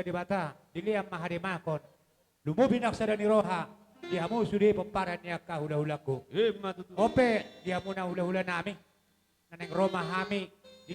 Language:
Batak Toba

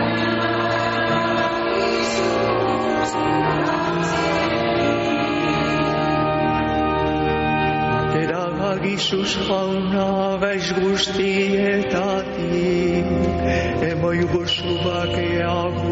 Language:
Basque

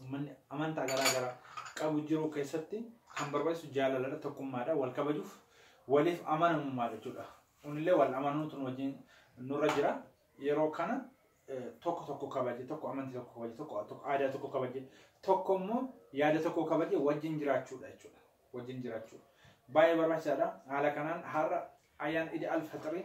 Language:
Oromo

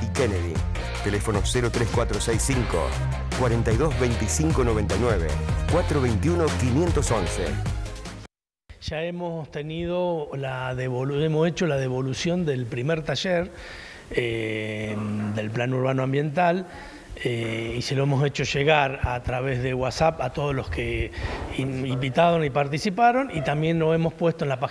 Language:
Spanish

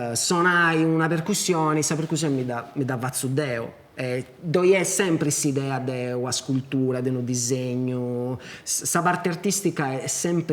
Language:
Sardinian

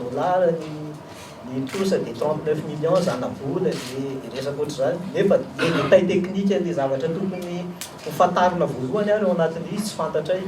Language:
Malagasy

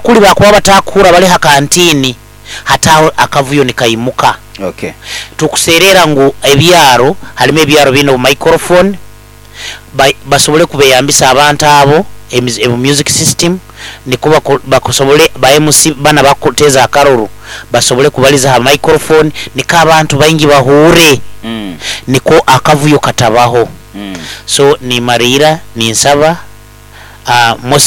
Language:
Nyoro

